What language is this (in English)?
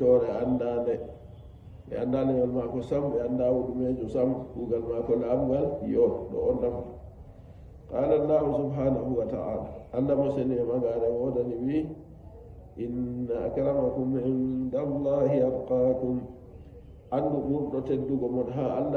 Nigerian Fulfulde